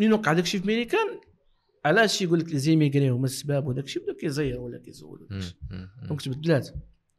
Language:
Moroccan Arabic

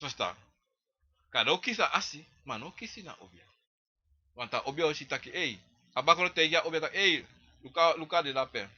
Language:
Sranan Tongo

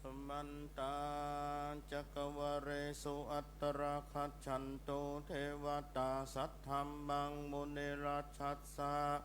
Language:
Pali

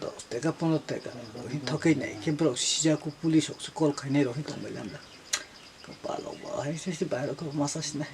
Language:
Kok Borok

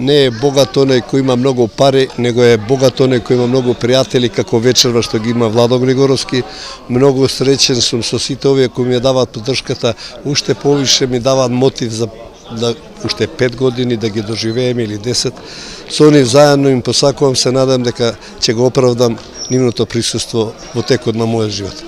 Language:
Macedonian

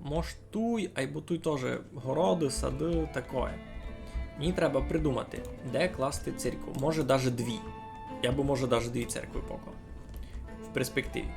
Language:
Rusyn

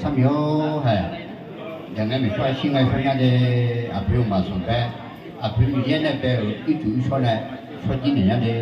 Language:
Akha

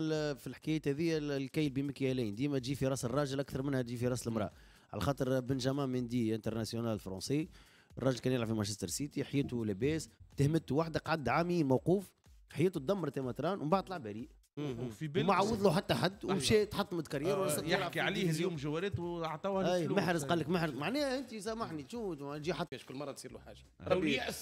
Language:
Tunisian Arabic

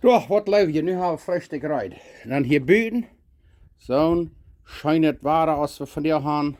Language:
Plautdietsch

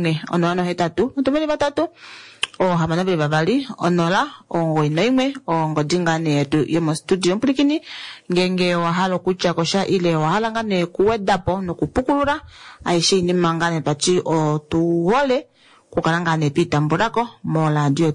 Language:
Kuanyama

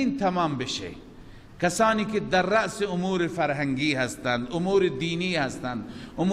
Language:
Persian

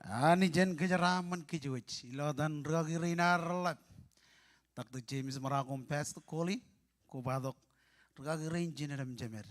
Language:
Marshallese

